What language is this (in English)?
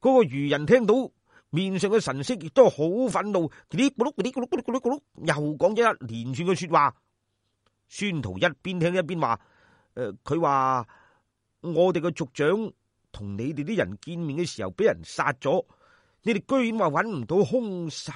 Cantonese